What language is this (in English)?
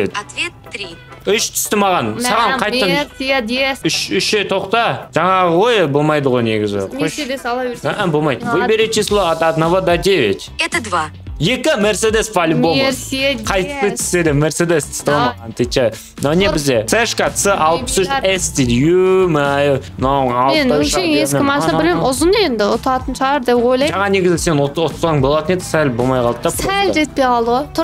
Kazakh